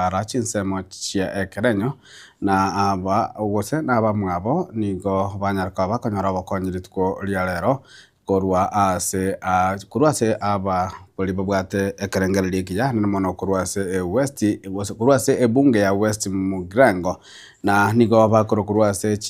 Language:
Gusii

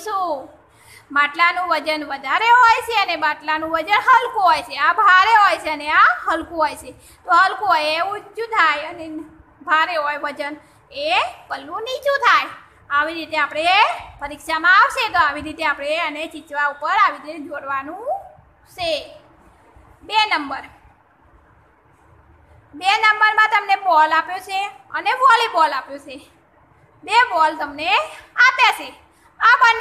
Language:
Gujarati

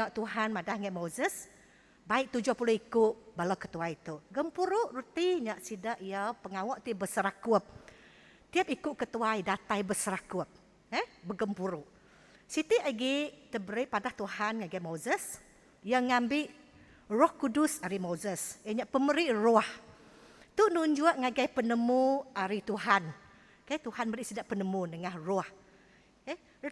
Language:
Iban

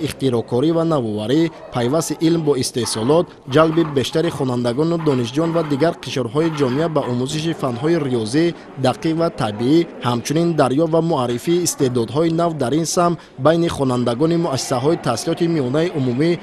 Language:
Tajik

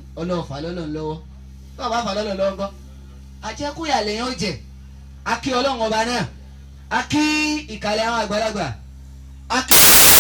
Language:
Yoruba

